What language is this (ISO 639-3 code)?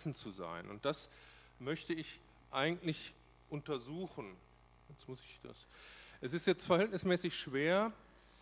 deu